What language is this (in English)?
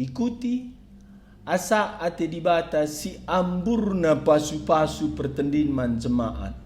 Batak Karo